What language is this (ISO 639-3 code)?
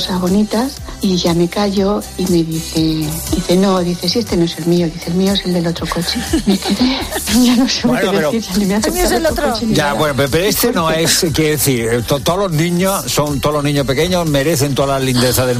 spa